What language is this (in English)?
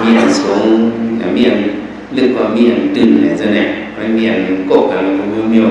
Shan